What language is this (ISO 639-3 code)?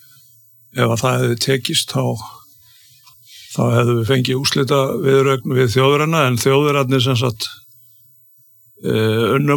isl